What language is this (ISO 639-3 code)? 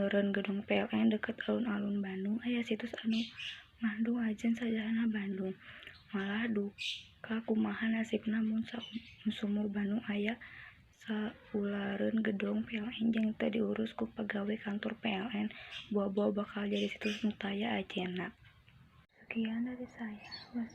sun